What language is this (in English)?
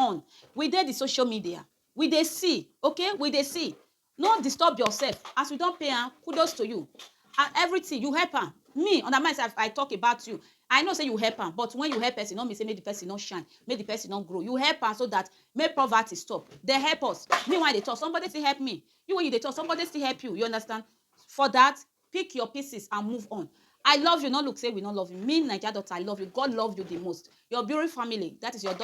Nigerian Pidgin